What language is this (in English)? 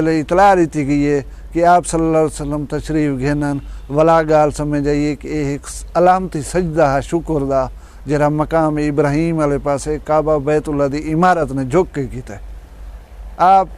Saraiki